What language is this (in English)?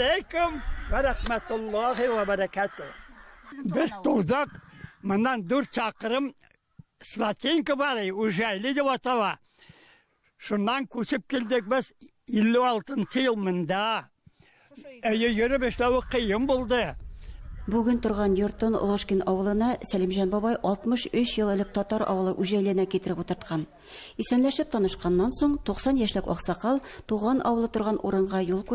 Tatar